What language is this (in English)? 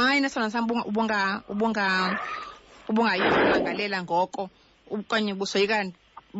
Xhosa